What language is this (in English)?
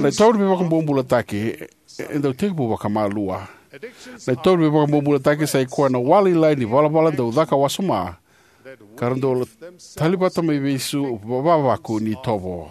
Fijian